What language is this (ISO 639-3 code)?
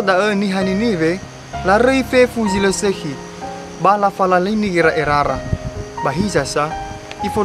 nia